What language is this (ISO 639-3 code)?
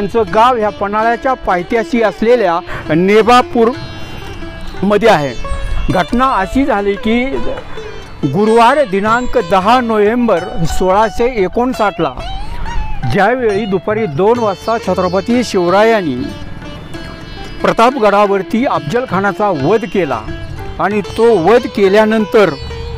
mar